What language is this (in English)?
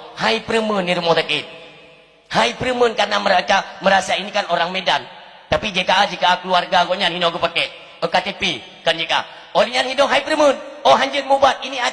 Achinese